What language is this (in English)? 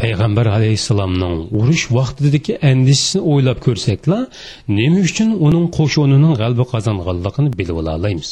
Uyghur